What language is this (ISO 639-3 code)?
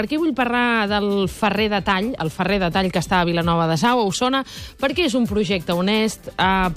cat